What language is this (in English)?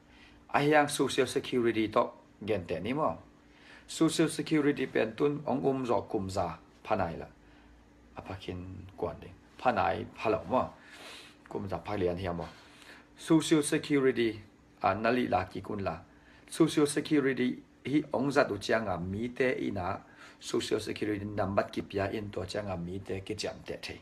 Tedim Chin